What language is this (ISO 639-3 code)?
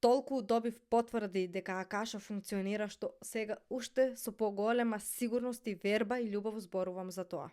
mkd